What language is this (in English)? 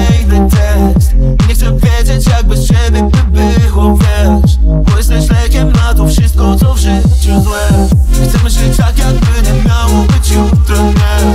Polish